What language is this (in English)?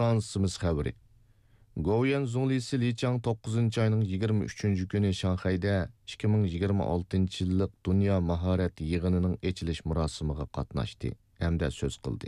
Uyghur